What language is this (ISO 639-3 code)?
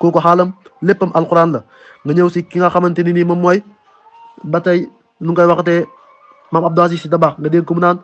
wol